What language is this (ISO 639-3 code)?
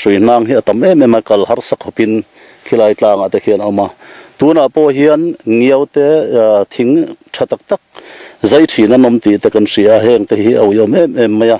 lus